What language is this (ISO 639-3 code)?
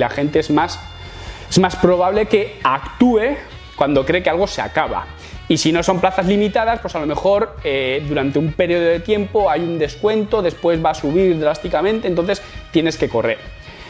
spa